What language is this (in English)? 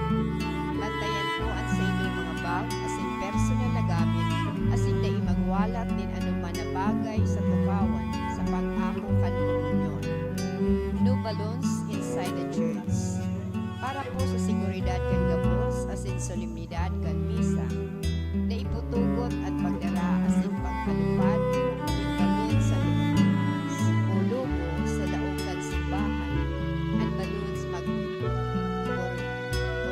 Bikol